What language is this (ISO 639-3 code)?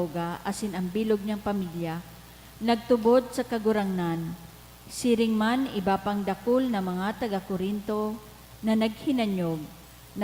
bik